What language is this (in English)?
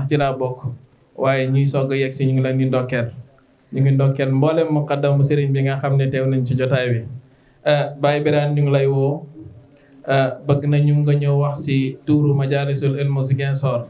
Wolof